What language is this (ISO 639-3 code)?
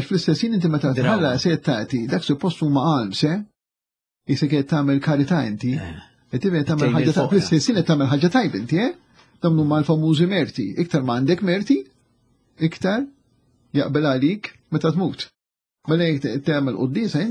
mlt